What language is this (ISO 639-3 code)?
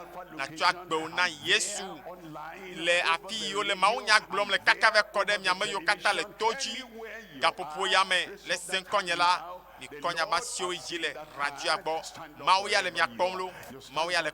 ewe